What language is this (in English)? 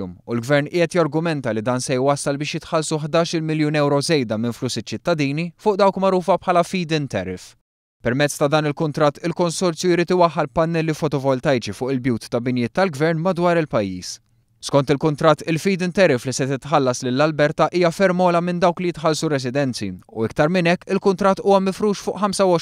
Maltese